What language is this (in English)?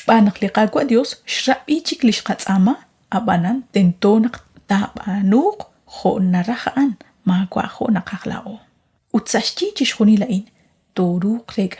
Kekchí